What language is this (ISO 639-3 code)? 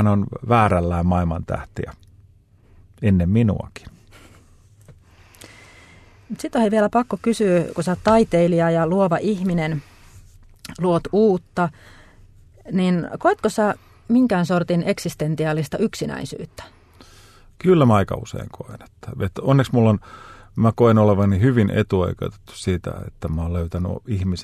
fin